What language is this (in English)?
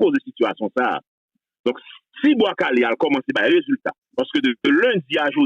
Haitian Creole